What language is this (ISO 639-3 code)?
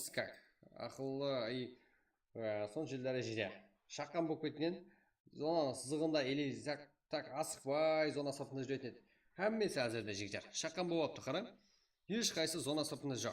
kaa